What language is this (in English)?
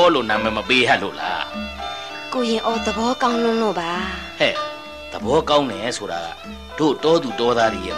Burmese